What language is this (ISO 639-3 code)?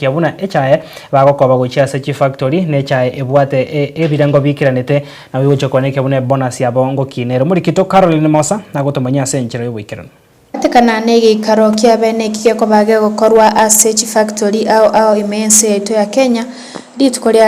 guz